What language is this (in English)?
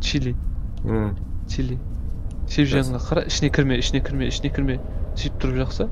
Kara-Kalpak